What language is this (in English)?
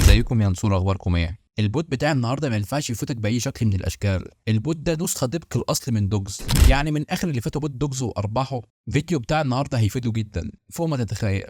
Egyptian Arabic